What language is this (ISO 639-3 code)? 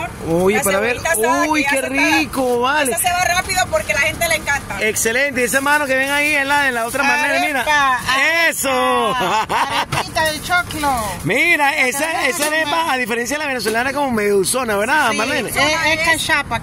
spa